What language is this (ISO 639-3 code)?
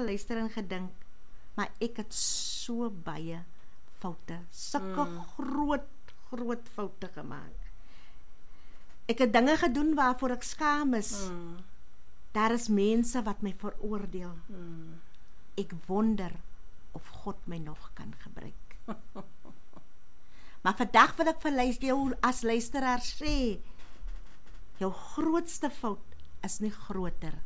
afr